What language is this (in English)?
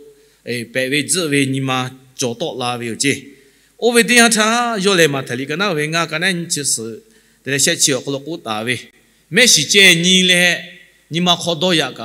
Lahu